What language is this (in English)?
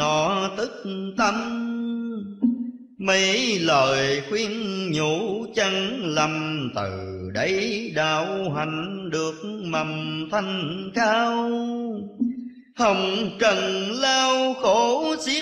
Vietnamese